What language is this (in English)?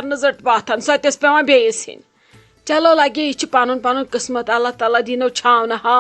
Kashmiri